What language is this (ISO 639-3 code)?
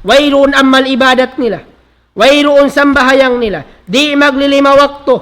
tsg